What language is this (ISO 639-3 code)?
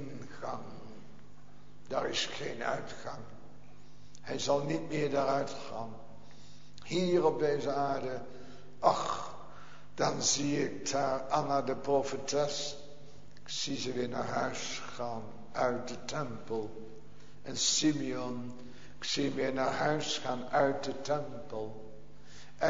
nld